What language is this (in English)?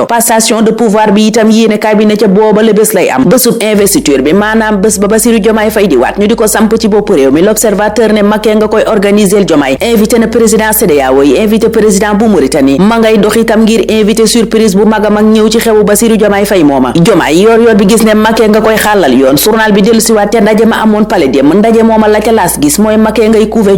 Wolof